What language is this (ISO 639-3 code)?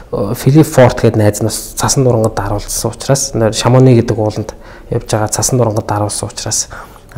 mon